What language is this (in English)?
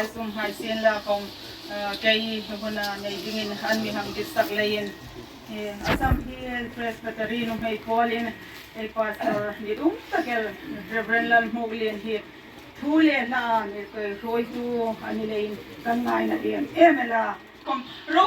Hmar